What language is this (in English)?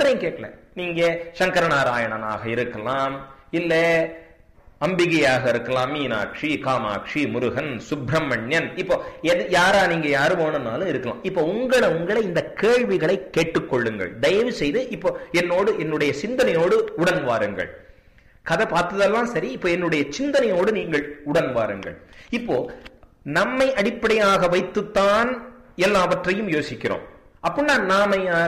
Tamil